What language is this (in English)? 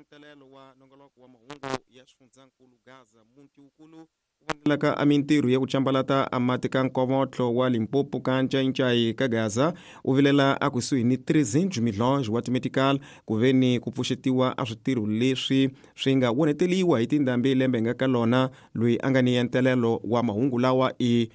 Tsonga